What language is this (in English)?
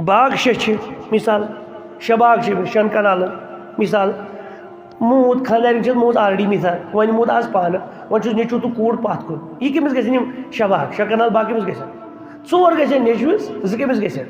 Kashmiri